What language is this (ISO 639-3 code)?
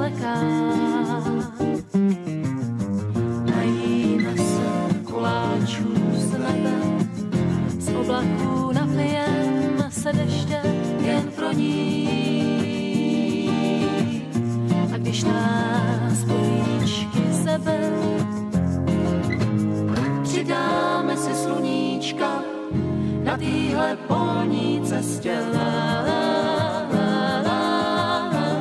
ces